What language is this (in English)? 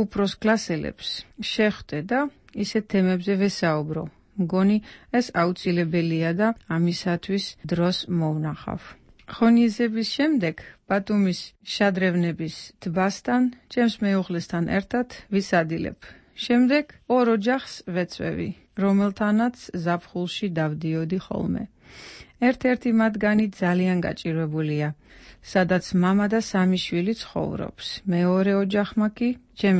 Georgian